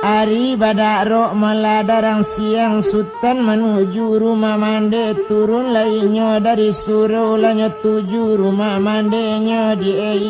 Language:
Minangkabau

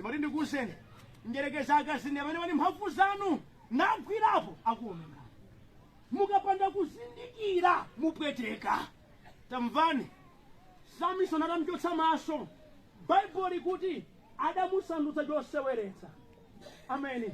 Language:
Nyanja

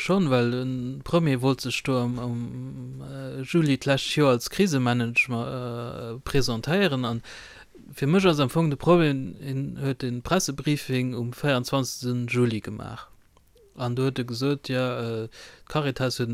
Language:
Luxembourgish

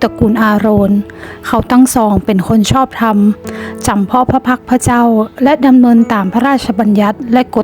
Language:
Northern Thai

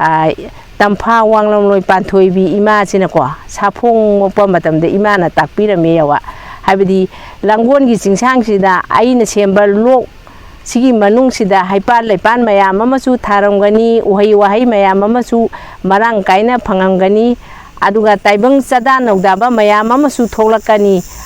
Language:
Manipuri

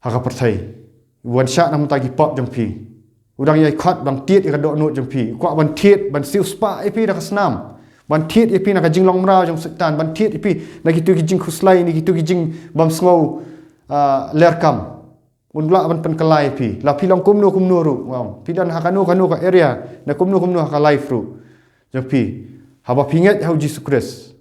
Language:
Khasi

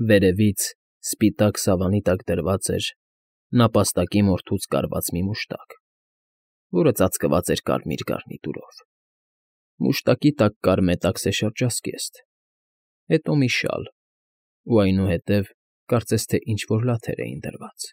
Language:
Armenian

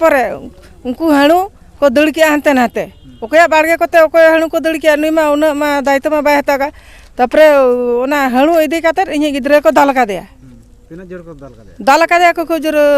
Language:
Santali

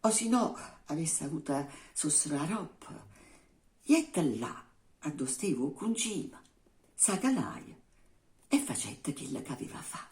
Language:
Neapolitan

